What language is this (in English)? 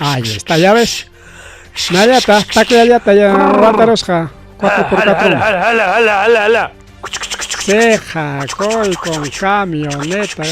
Ayacucho Quechua